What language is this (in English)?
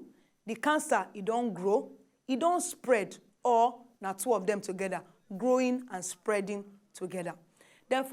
Nigerian Pidgin